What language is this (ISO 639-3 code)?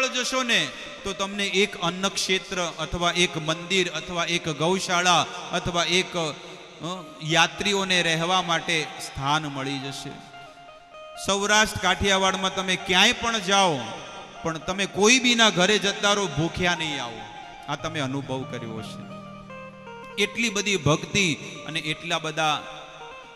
guj